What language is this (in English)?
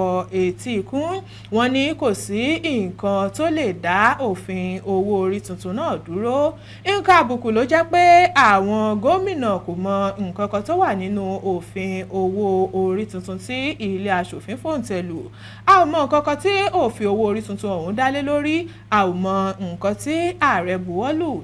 Yoruba